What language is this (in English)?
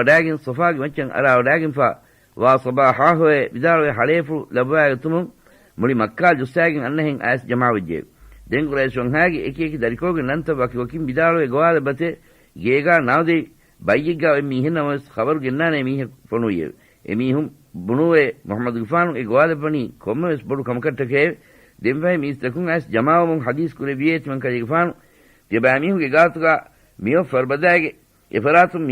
Divehi